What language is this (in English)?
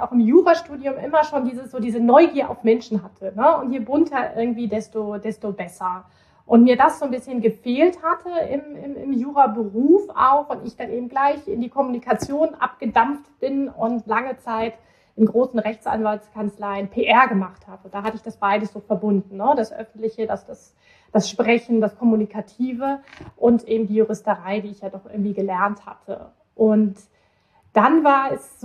German